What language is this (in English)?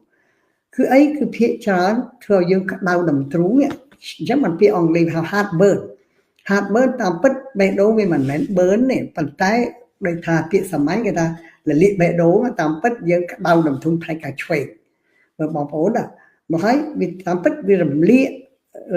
Khmer